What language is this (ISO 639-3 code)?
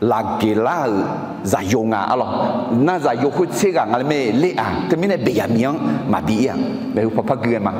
ahk